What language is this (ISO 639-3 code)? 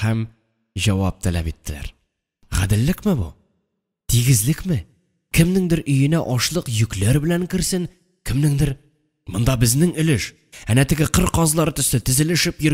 tat